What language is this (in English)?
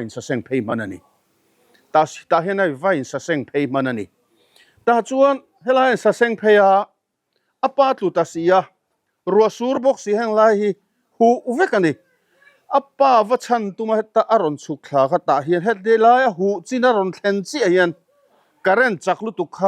Mizo